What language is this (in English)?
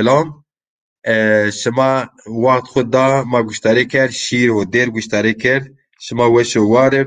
Zaza